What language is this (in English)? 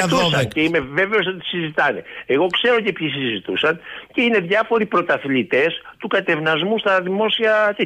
Greek